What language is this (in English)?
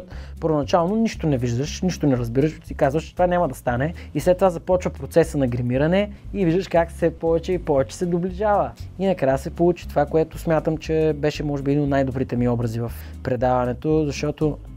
Bulgarian